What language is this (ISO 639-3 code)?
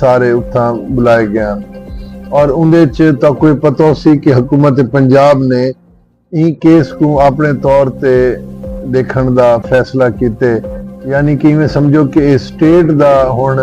skr